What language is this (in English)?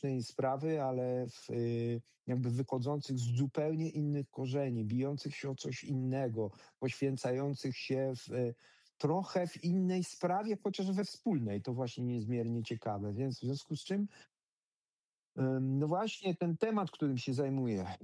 Polish